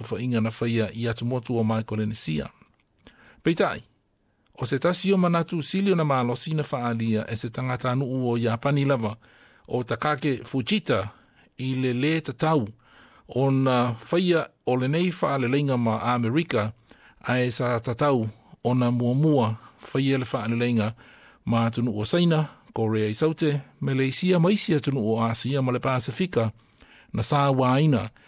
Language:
Samoan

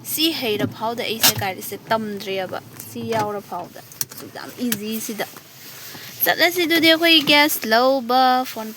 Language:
Manipuri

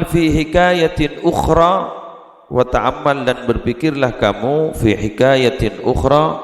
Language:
Madurese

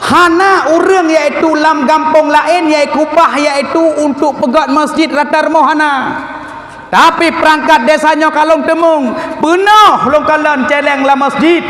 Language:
Achinese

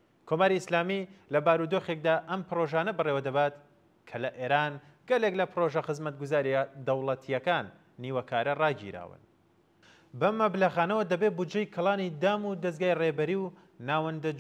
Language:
Central Kurdish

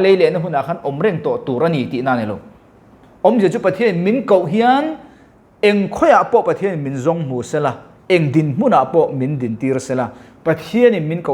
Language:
Mizo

